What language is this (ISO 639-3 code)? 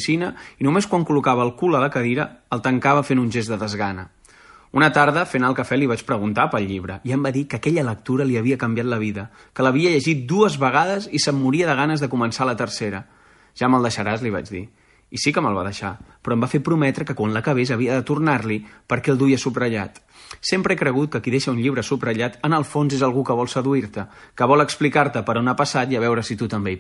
cat